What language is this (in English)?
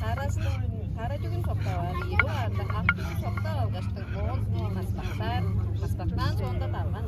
Tuvinian